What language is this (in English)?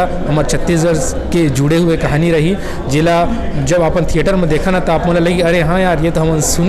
Chhattisgarhi